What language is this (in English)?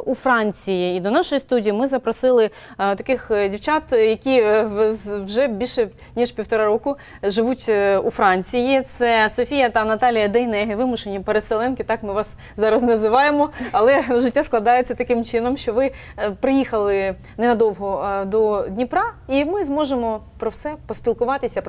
Ukrainian